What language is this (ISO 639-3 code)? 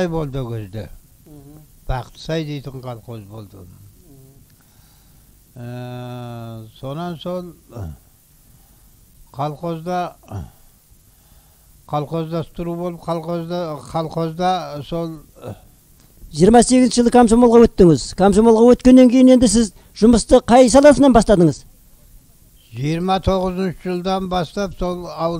kaz